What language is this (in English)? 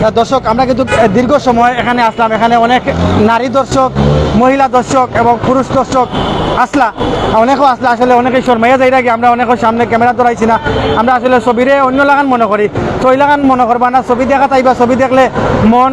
Sylheti